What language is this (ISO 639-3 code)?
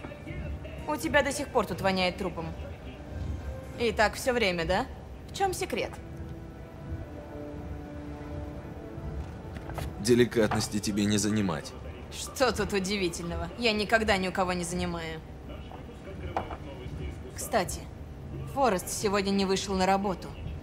rus